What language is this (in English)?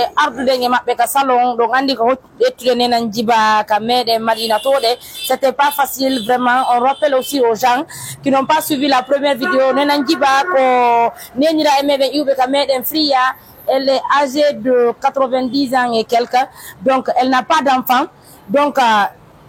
Pular